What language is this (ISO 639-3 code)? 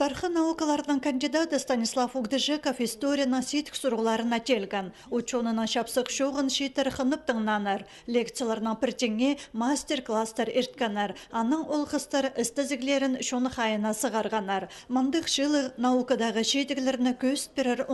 kjh